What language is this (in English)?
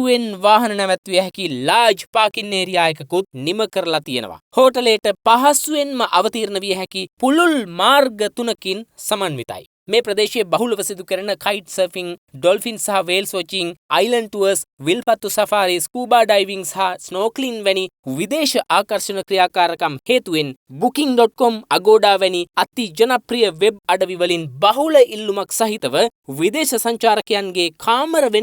Sinhala